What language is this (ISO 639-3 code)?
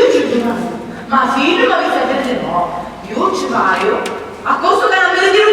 scn